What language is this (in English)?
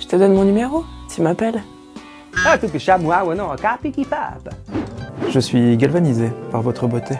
Swiss German